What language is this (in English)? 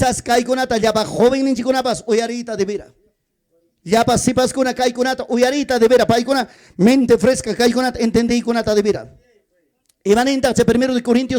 Ayacucho Quechua